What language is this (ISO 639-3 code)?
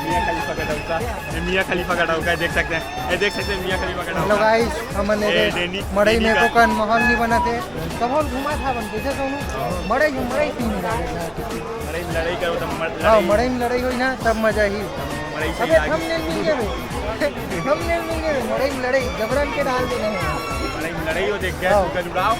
hne